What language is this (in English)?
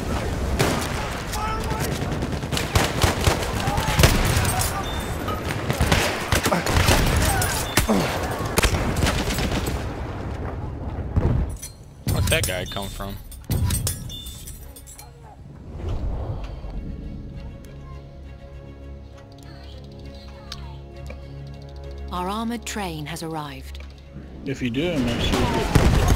English